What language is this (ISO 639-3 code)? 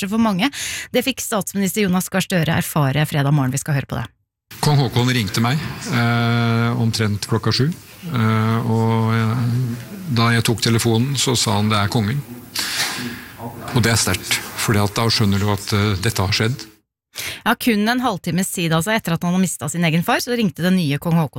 nor